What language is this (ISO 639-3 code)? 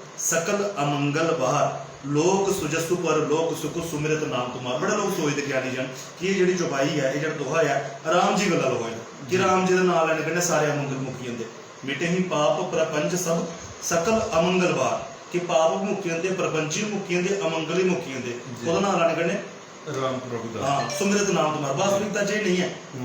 doi